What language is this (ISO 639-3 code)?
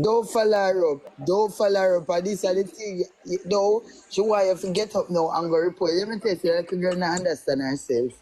jam